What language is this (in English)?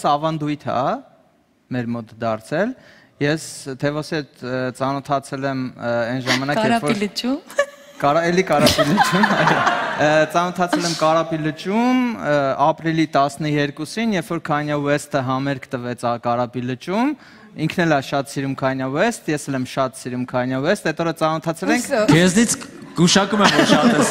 Armenian